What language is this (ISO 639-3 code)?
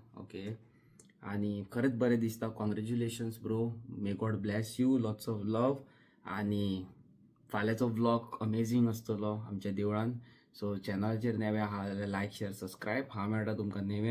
kok